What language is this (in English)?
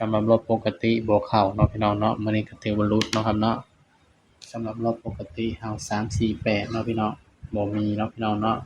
Northeastern Thai